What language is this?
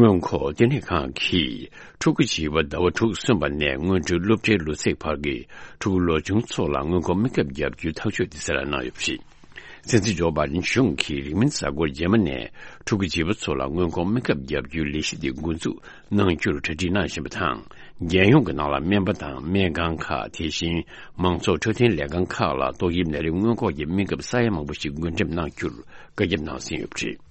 Tibetan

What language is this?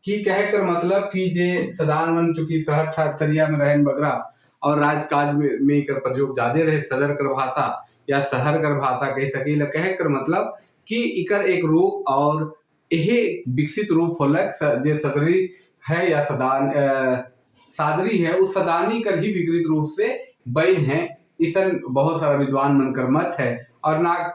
Sadri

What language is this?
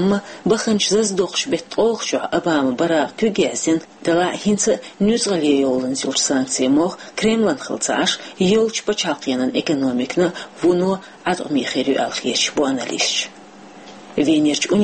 Chechen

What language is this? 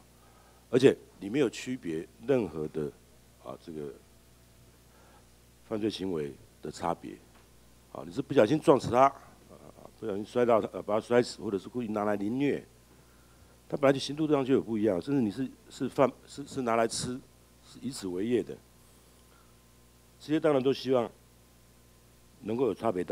Chinese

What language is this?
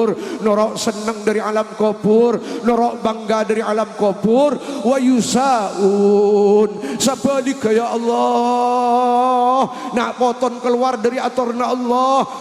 Madurese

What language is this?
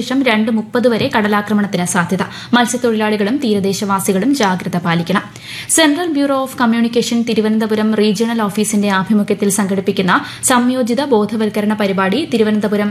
Malayalam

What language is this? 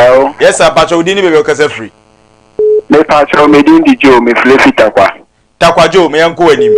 Akan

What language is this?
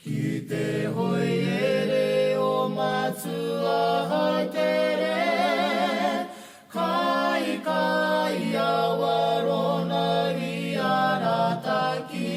Māori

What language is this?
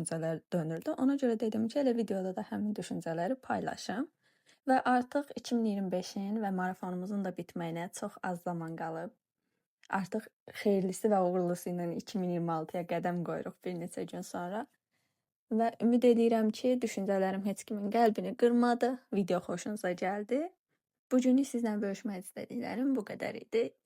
Azerbaijani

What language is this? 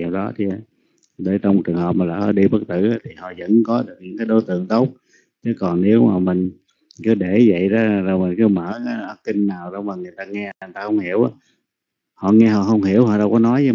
Vietnamese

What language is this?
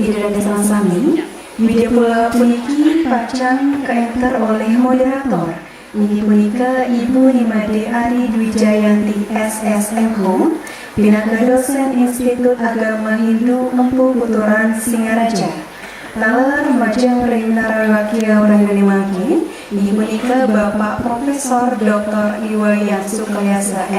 Balinese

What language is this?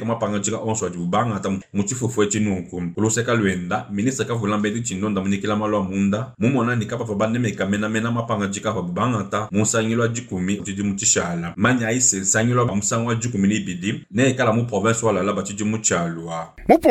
Luba-Lulua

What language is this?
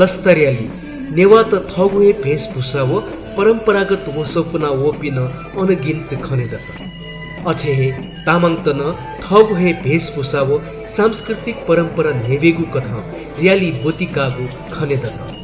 Newari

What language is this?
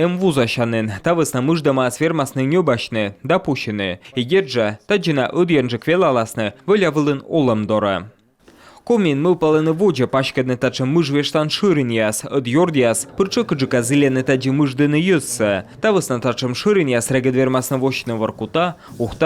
Komi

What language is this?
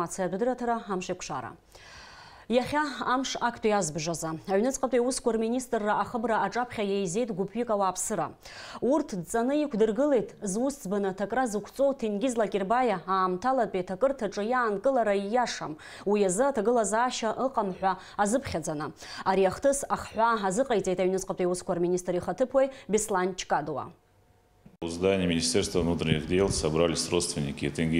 Abkhazian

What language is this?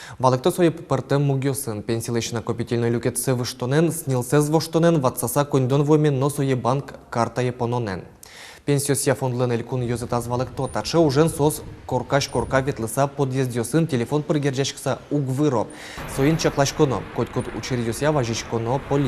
Udmurt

